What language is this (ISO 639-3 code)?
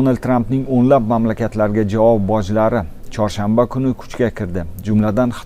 uzb